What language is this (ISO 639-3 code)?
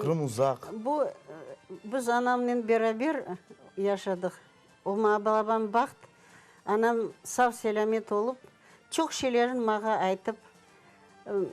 crh